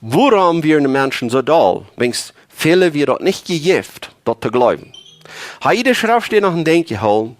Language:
Plautdietsch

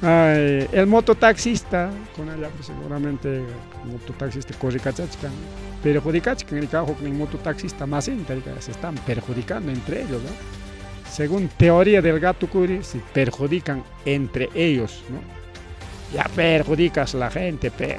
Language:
Ayacucho Quechua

